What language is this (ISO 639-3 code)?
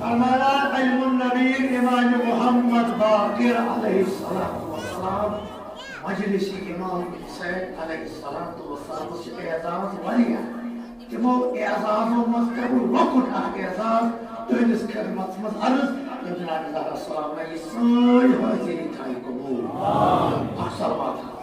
kas